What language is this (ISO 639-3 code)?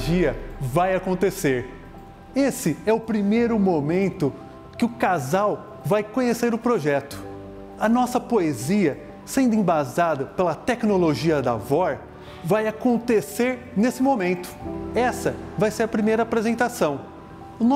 por